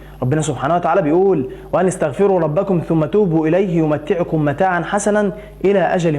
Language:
Egyptian Arabic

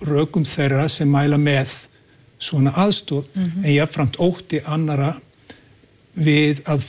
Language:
Icelandic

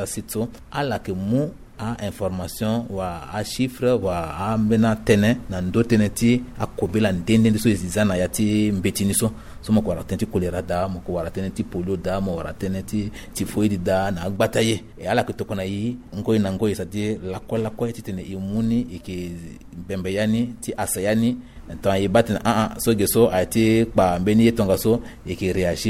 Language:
Sango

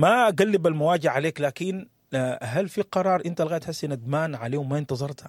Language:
Sudanese Arabic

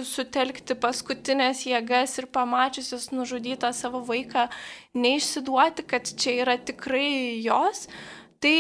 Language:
Lithuanian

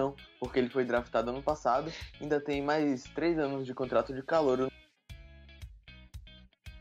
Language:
Portuguese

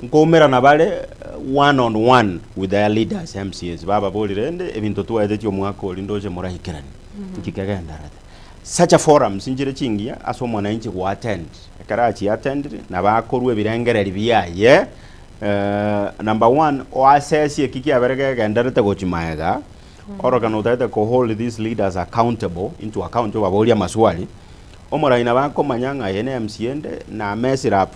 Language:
Gusii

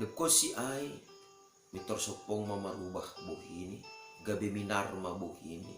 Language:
Batak Simalungun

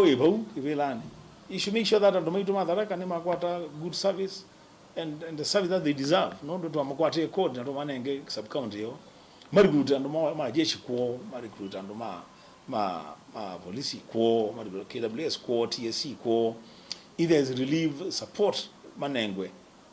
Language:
Kamba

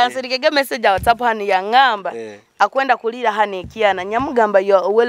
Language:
Nyoro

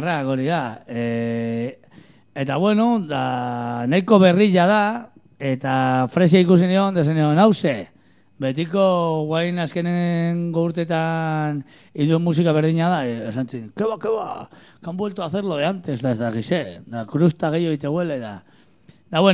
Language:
Basque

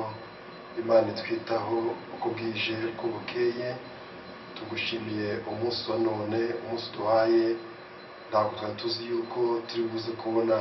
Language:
Kinyarwanda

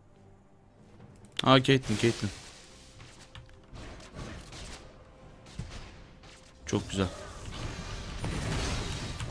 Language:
Turkish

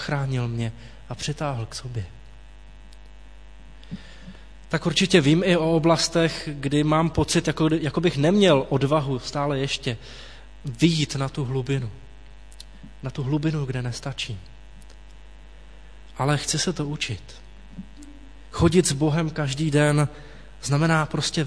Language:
Czech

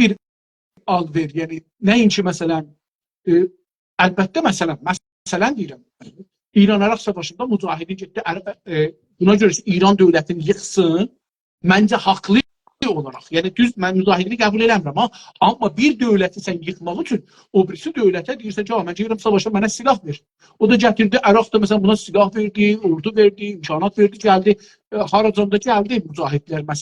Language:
South Azerbaijani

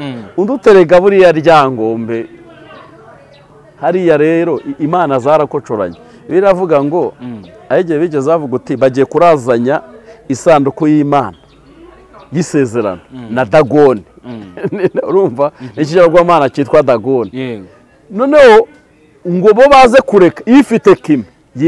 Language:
Kinyarwanda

